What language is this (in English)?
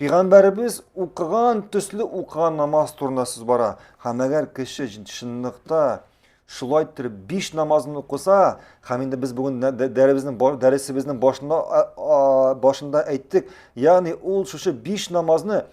Tatar